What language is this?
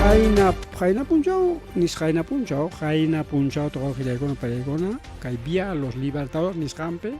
Ayacucho Quechua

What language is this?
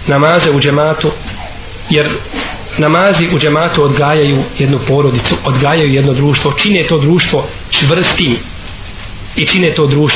Bosnian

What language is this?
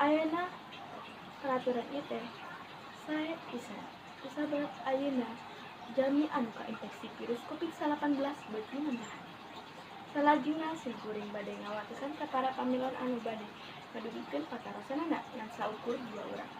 Sundanese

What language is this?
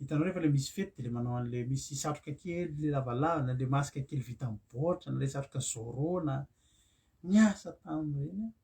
Malagasy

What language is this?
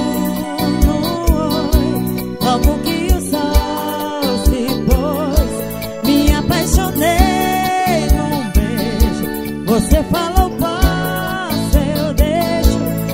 Portuguese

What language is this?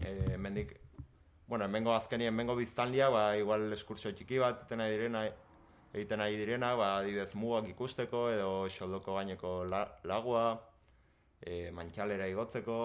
Basque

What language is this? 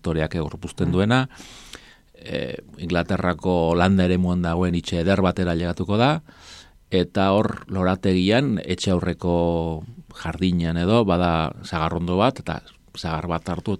Basque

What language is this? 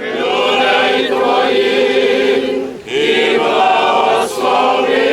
Rusyn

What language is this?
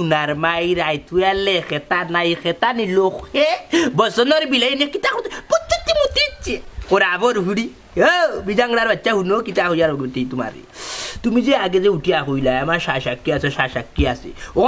Sylheti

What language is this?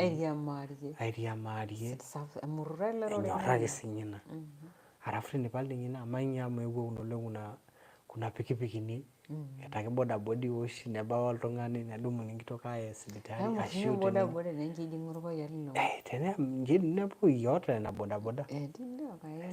Masai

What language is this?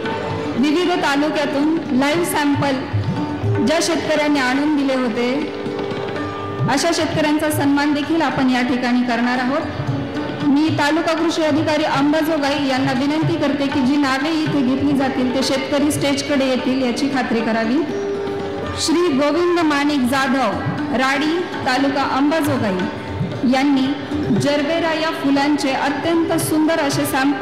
Marathi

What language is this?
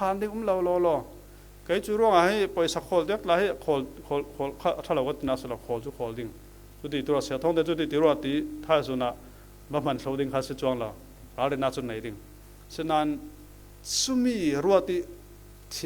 Falam Chin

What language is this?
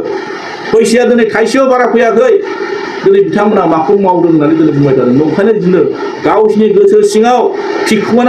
Bodo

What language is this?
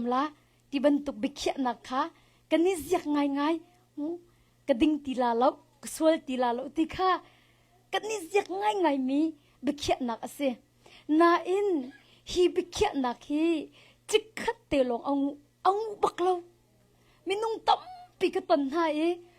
Hakha Chin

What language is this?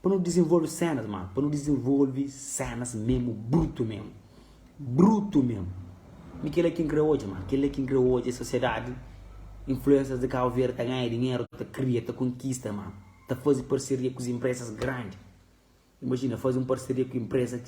Kabuverdianu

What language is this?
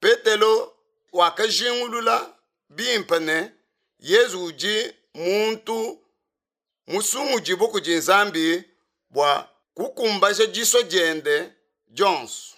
Luba-Lulua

